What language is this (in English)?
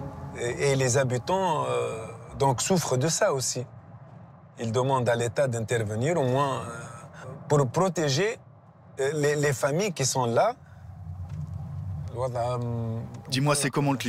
French